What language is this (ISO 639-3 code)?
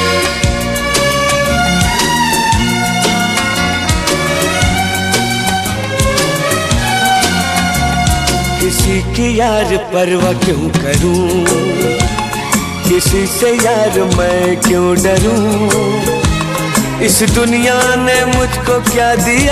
hin